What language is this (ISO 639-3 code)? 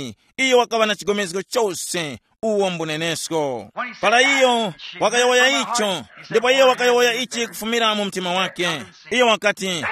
tum